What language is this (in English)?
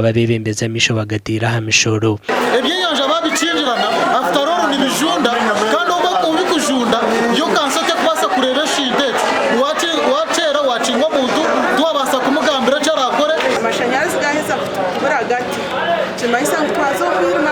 Nyankole